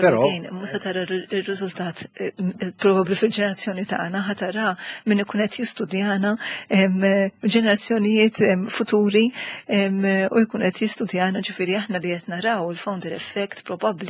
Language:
Maltese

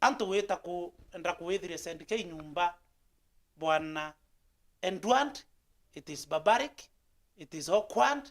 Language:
Meru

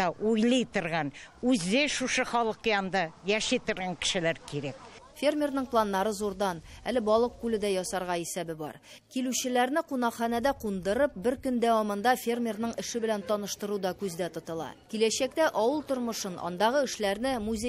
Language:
Tatar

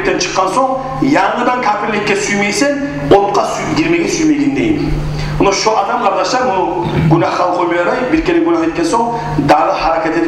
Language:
Kumyk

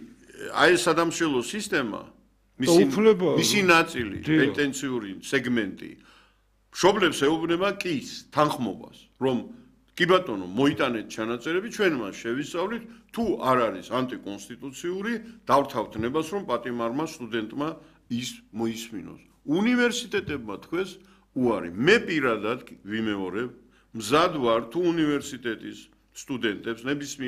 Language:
Georgian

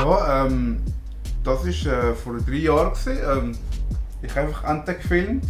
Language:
Swiss German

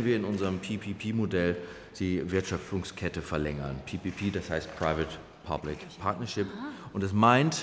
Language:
German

